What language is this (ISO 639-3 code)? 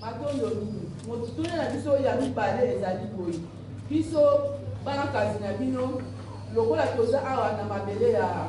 lin